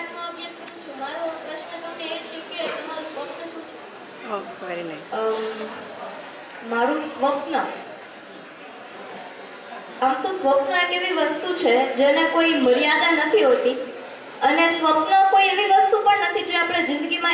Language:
Gujarati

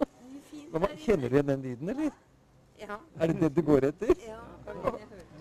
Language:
Norwegian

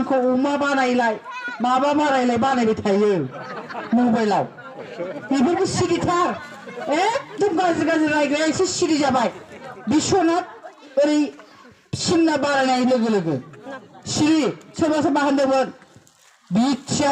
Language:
Bodo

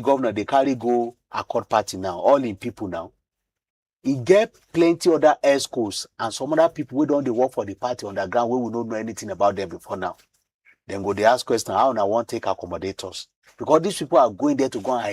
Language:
Nigerian Pidgin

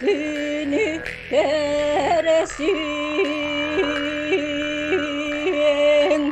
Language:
Yakut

